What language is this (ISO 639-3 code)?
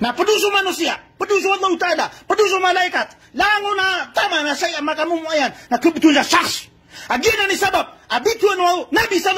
mrw